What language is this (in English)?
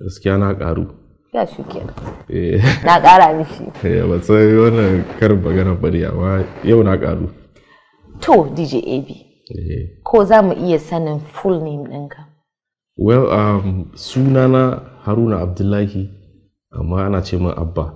Hausa